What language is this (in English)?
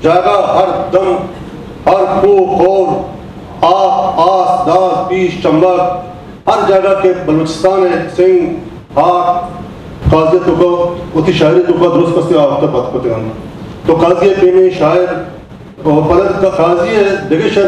Baluchi